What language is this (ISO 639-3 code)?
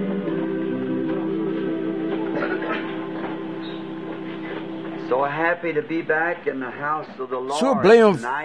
afr